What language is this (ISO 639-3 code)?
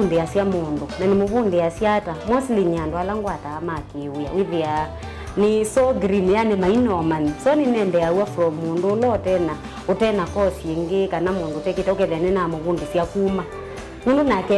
kam